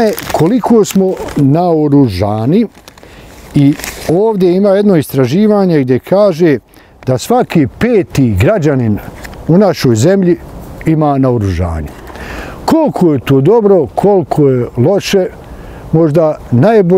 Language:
Bosnian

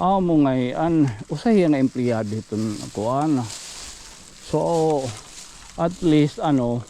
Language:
Waray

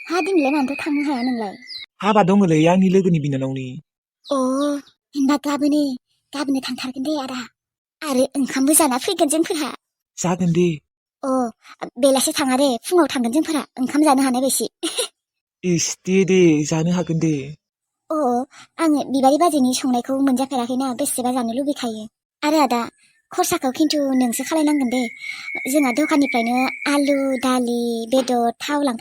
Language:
Bodo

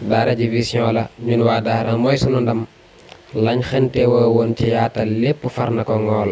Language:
Wolof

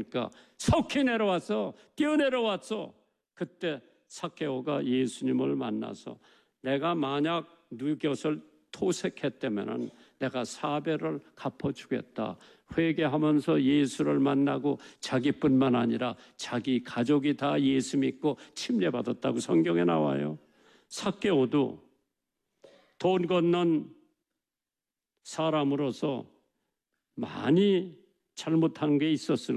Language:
Korean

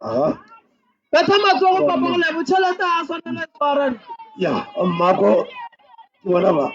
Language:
Northern Sotho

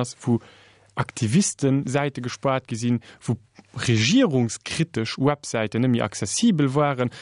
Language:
Luxembourgish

